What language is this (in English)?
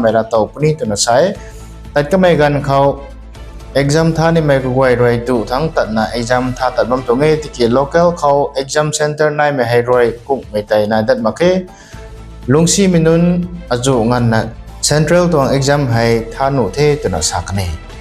Rongmei Naga